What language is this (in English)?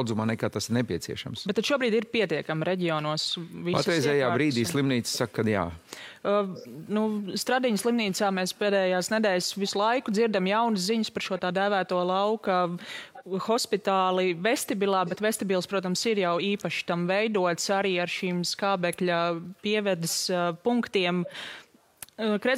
Latvian